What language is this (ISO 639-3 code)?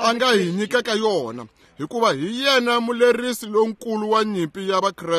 tso